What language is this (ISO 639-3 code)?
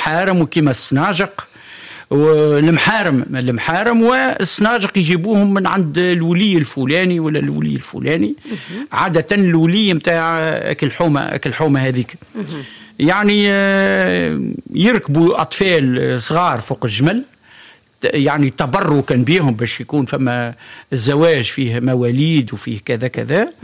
aeb